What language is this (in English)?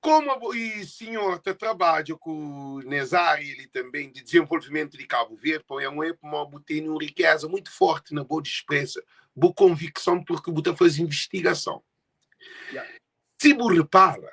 Kabuverdianu